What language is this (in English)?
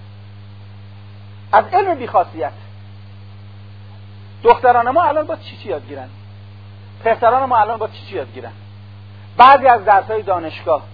Persian